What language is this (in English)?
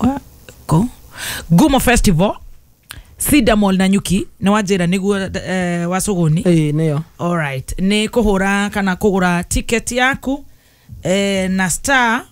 Kikuyu